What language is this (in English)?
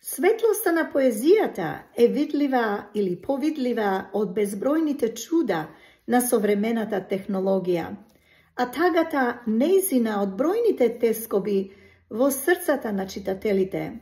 Macedonian